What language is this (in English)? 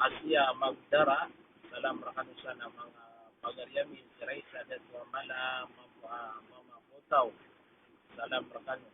Maranao